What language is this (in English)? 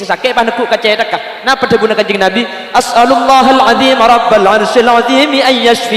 Madurese